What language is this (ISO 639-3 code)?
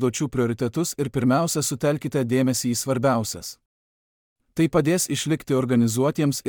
lit